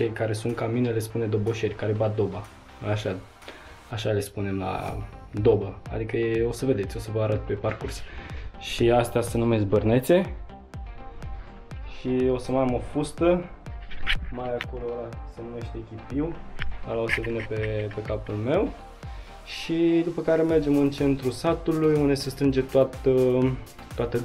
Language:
Romanian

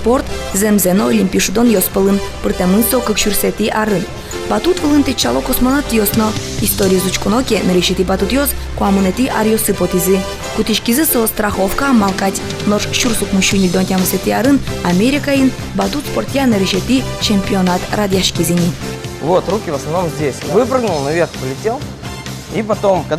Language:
Udmurt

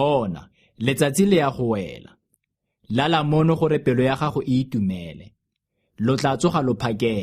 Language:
Tswana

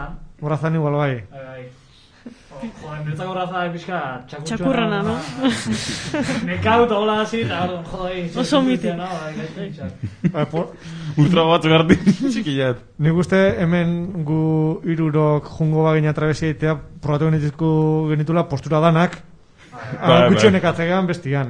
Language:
Basque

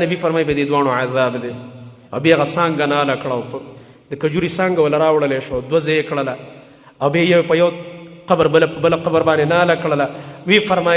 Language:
Pashto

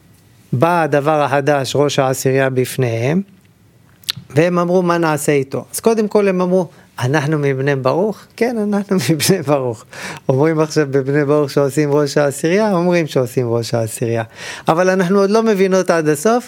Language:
Hebrew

